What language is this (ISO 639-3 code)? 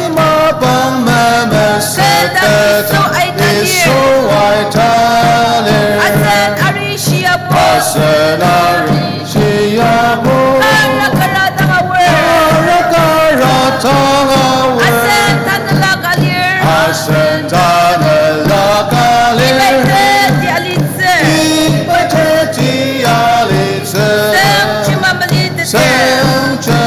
njo